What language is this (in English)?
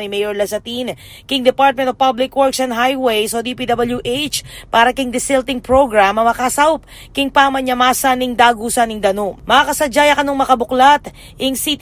Pampanga